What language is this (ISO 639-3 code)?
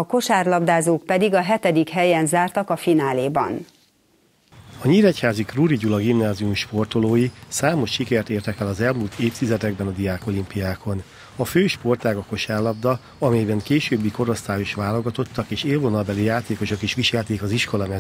hun